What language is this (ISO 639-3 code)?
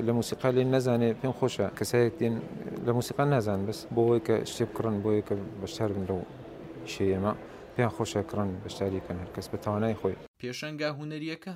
ckb